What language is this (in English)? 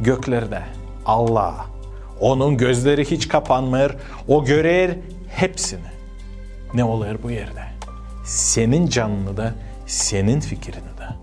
Gagauz